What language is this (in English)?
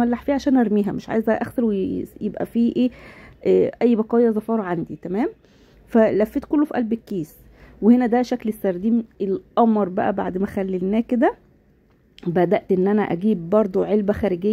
Egyptian Arabic